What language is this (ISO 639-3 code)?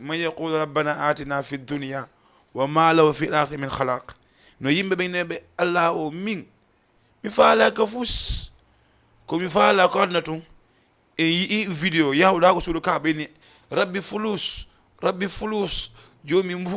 ful